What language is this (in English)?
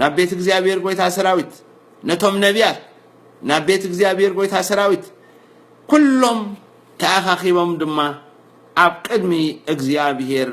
Tigrinya